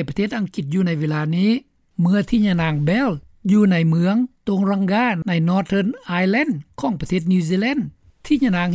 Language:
Lao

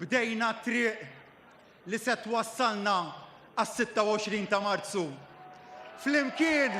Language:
Maltese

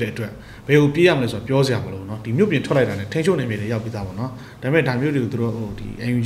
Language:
Burmese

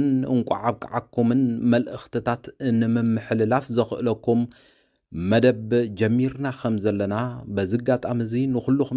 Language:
Tigrinya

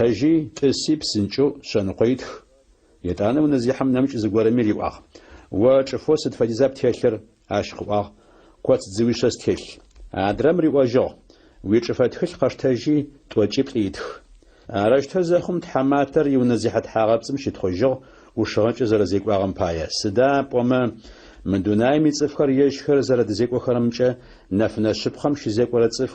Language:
Adyghe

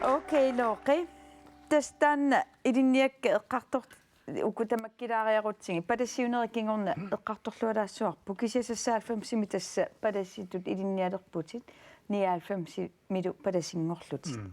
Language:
Kalaallisut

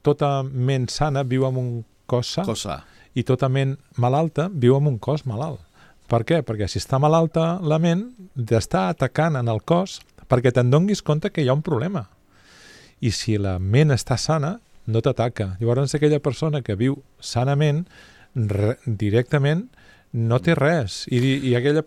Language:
Catalan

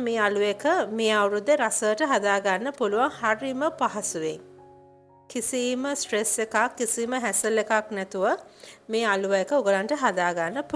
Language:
Sinhala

